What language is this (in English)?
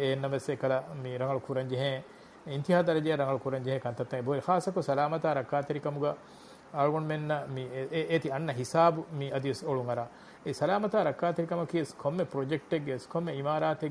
Divehi